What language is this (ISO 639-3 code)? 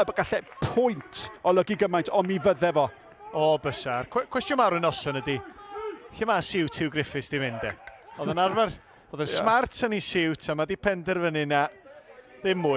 cym